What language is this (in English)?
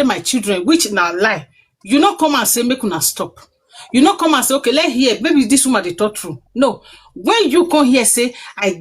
Nigerian Pidgin